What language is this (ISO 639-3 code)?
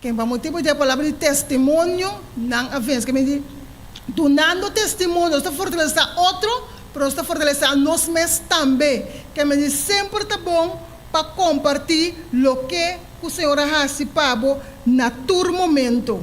pap